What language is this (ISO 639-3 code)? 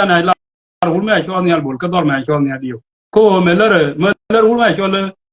nus